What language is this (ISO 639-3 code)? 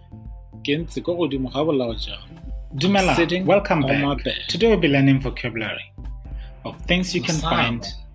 tsn